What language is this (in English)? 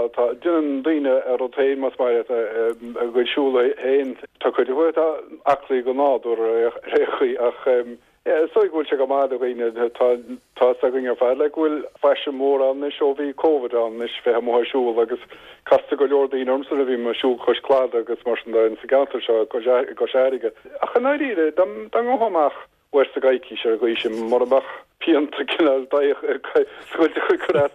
Irish